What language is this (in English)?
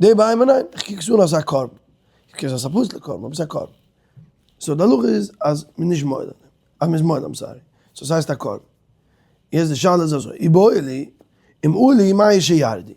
Yiddish